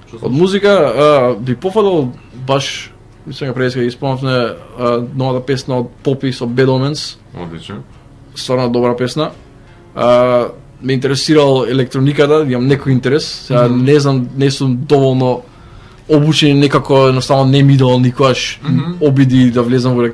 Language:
Macedonian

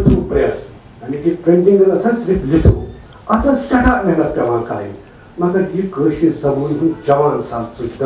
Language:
Kashmiri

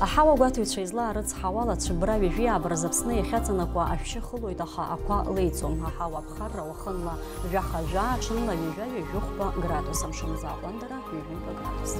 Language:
Abkhazian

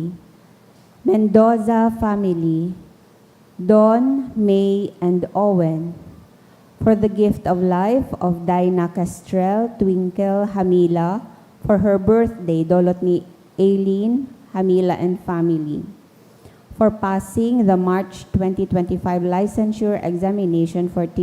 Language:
Bikol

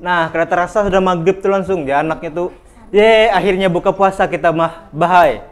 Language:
Banjar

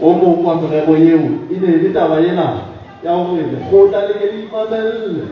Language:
Southern Sotho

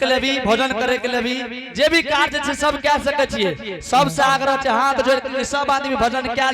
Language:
Angika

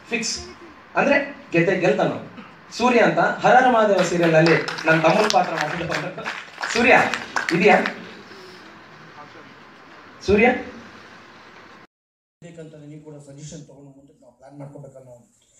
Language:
Kannada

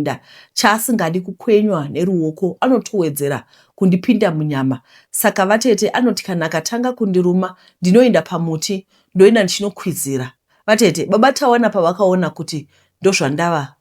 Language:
Shona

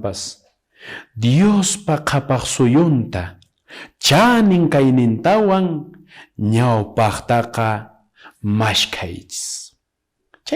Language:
Quechua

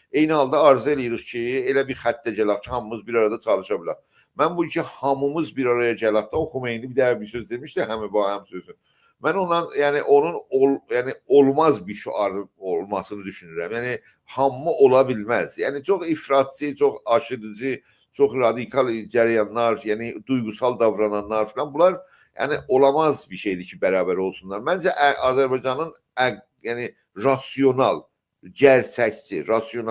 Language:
South Azerbaijani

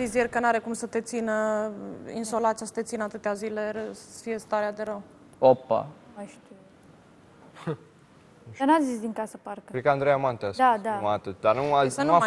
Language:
Romanian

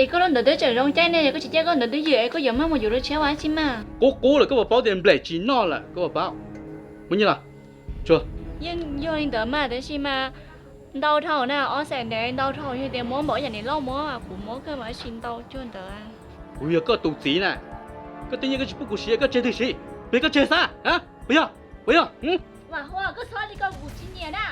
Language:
Hmong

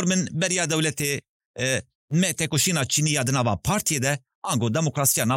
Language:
Kurdish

